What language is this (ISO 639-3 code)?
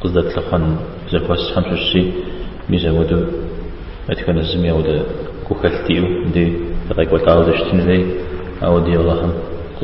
kbd